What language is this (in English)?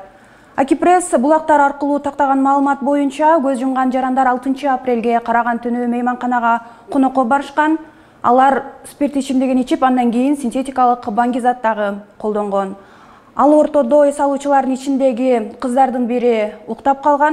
Kyrgyz